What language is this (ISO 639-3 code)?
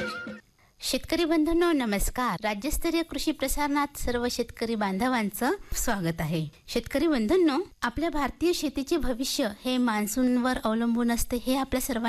mar